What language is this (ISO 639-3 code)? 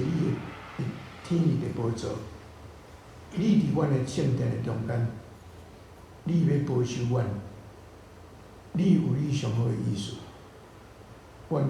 nan